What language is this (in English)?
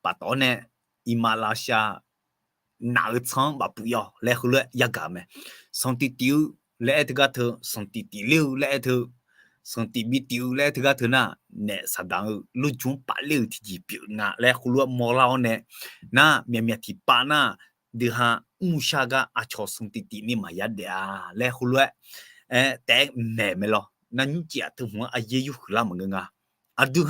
Akha